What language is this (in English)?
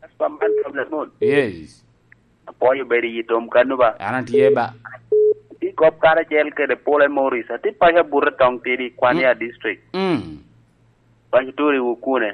Lango (Uganda)